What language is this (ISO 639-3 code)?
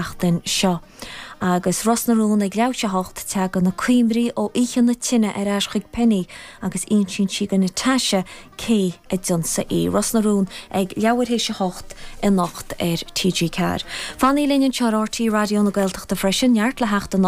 gle